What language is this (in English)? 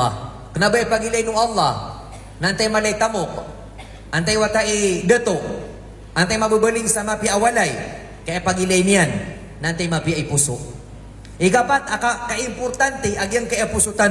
Maranao